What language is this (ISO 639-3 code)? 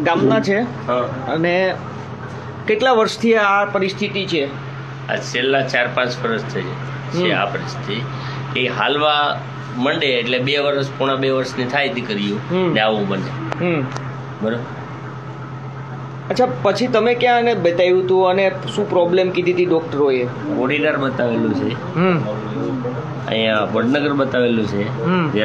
guj